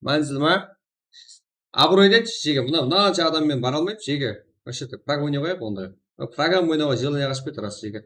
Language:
Kara-Kalpak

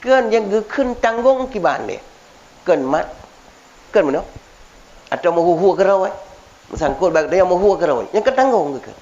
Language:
Achinese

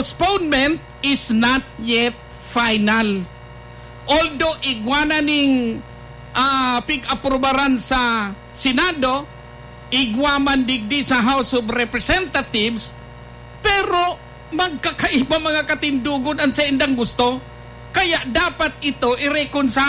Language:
Bikol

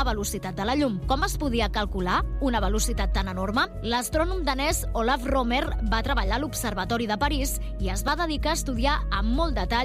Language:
Catalan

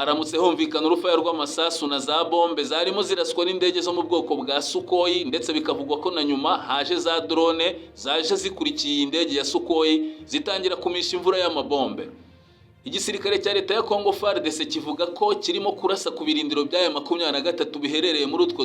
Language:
Kinyarwanda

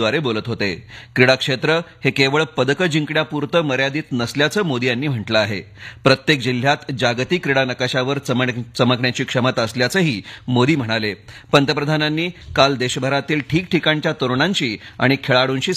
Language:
Marathi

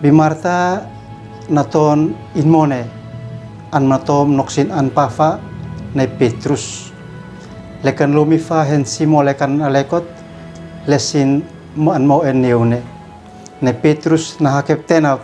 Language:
Uab Meto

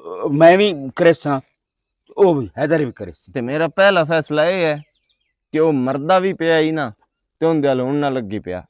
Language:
Western Panjabi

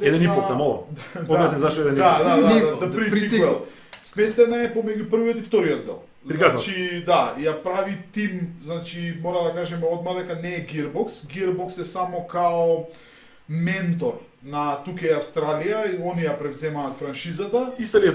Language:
Macedonian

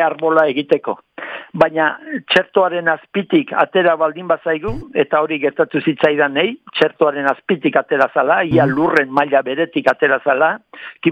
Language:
Basque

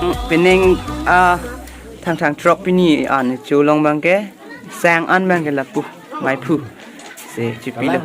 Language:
Karbi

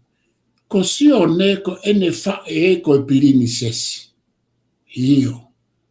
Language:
Tongan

